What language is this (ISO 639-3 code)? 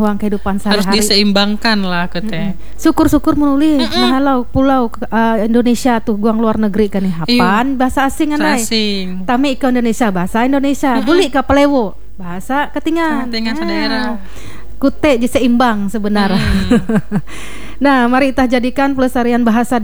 ind